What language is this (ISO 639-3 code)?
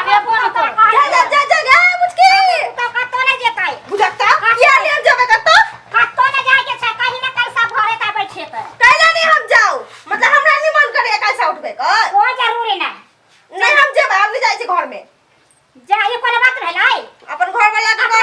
mai